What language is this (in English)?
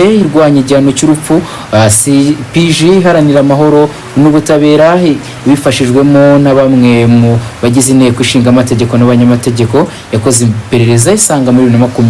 Kinyarwanda